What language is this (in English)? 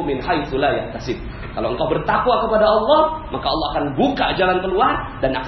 Indonesian